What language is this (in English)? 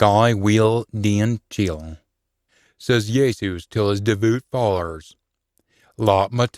Scots